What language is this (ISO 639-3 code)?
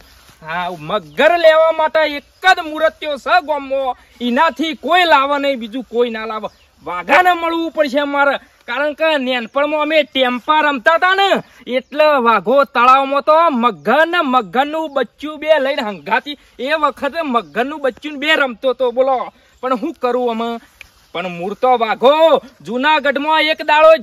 guj